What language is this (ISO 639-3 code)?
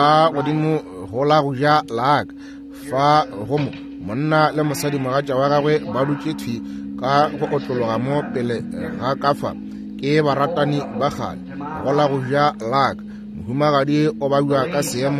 nso